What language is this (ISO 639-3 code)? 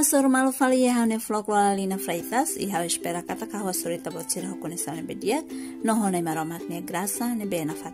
tet